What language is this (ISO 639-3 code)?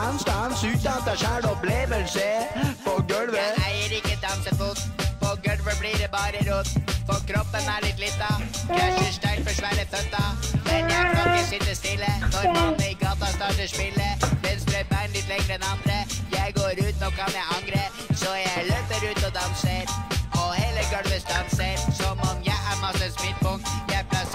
nor